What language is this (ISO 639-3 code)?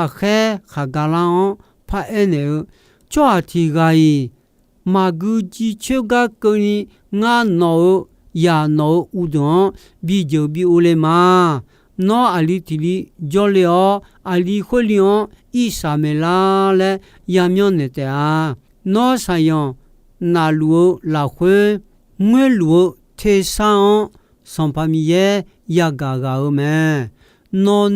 ahk